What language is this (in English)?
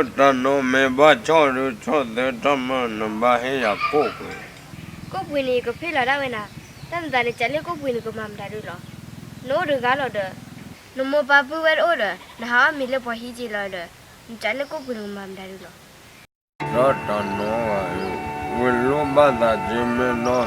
S'gaw Karen